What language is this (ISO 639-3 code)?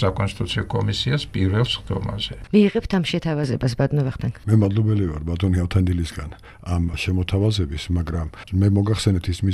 kat